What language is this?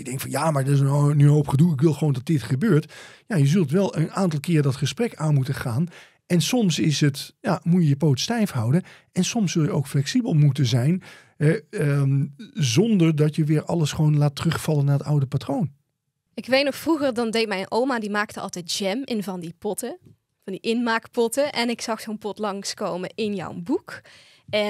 Dutch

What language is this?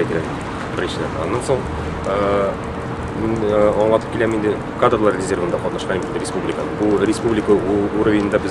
Tatar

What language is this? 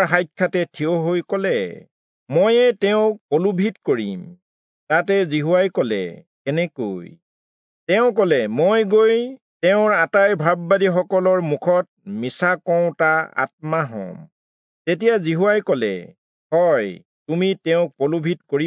Assamese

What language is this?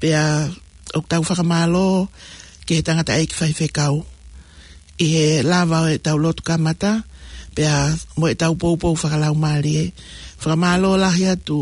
Tongan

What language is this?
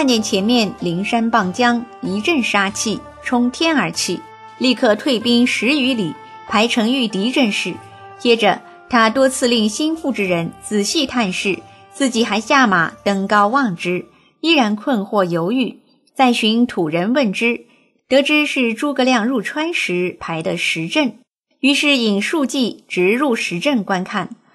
Chinese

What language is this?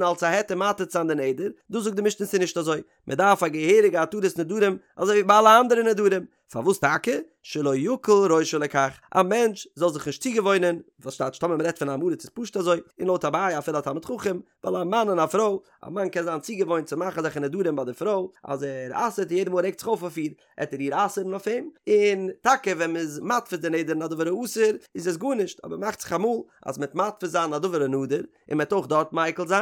Yiddish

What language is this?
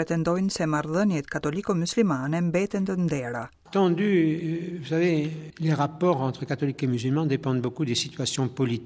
Albanian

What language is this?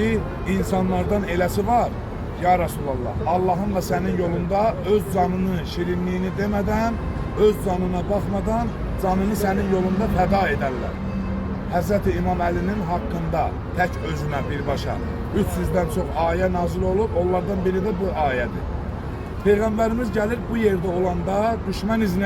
Azerbaijani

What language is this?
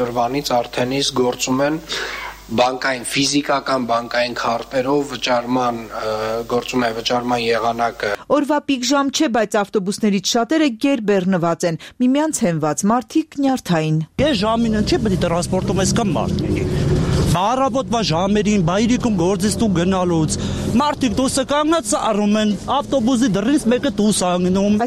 Armenian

